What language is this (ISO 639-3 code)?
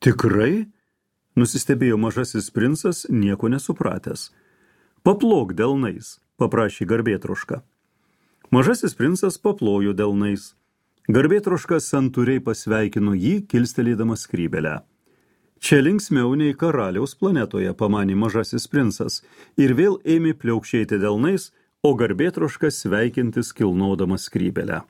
lit